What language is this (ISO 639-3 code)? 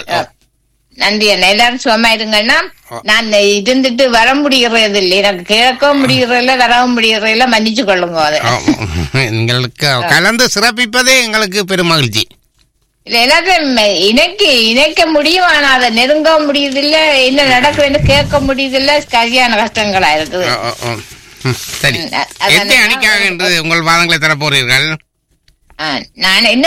tam